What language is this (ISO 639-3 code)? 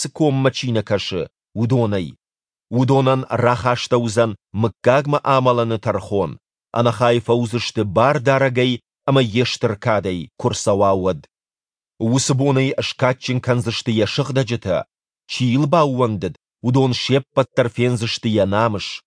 oss